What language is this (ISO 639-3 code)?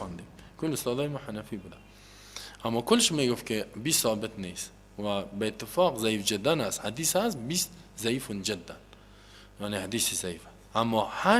tgk